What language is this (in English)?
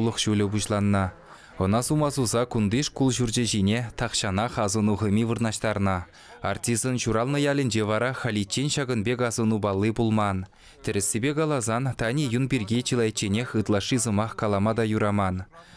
Chuvash